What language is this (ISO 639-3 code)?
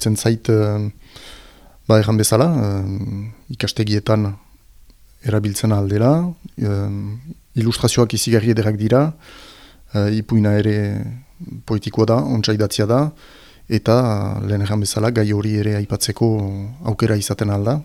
eus